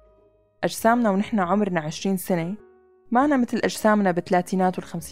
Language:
North Levantine Arabic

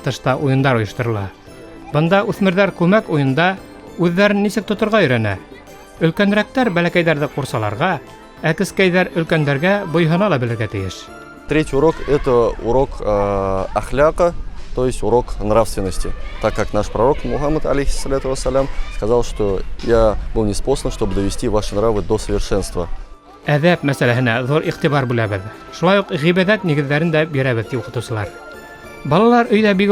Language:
Bashkir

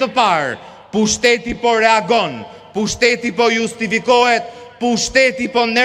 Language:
Albanian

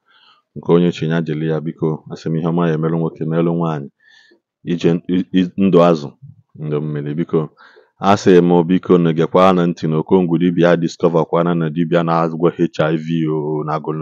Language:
Igbo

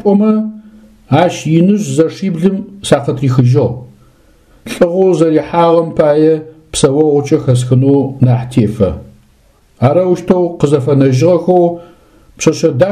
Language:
Adyghe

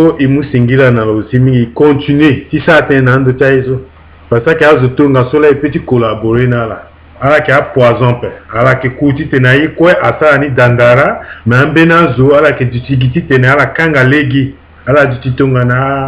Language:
Sango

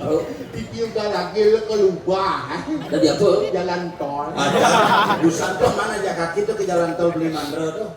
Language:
Balinese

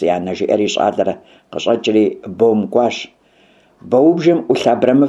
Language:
Kabardian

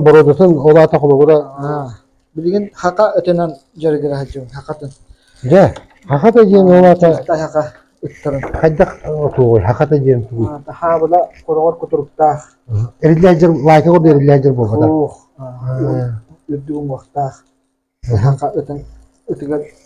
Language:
Yakut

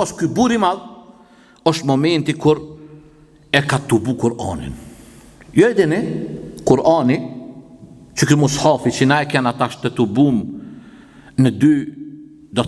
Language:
Albanian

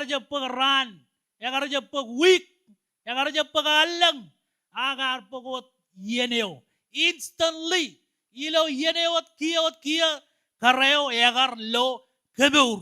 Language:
Marshallese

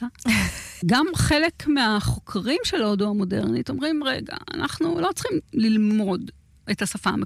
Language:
Hebrew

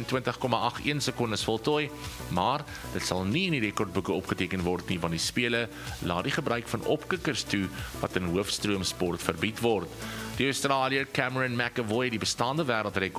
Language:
Afrikaans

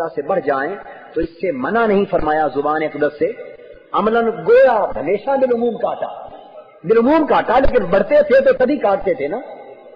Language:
Urdu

